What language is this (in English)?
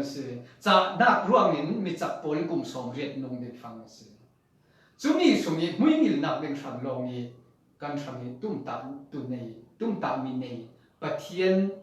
Falam Chin